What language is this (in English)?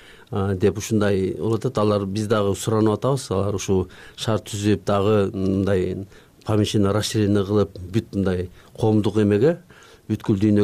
Kyrgyz